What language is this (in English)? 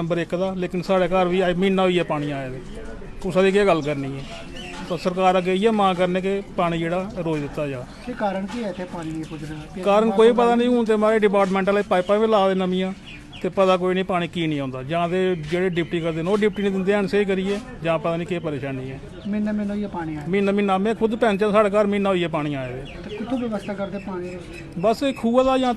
Dogri